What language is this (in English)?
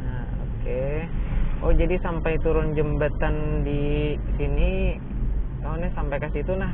Banjar